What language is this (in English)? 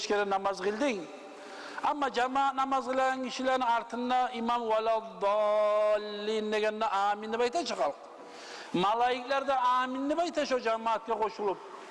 Kumyk